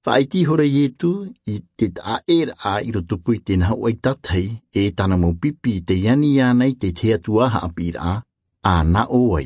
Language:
Tahitian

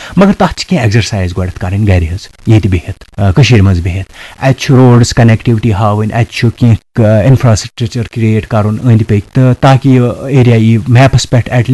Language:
Kashmiri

